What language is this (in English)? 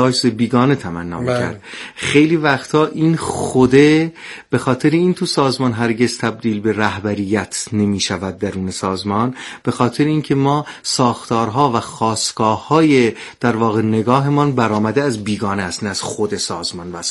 Persian